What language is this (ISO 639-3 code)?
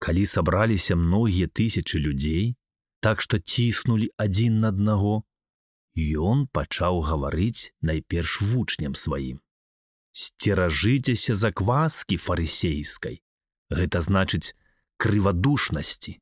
bel